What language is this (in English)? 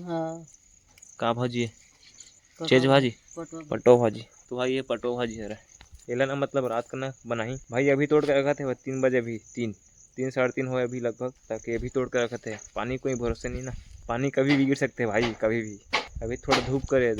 Chhattisgarhi